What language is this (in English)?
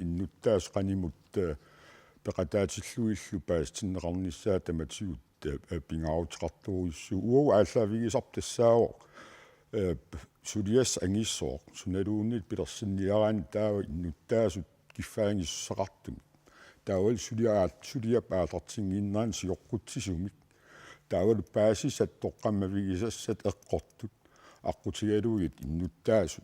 Kalaallisut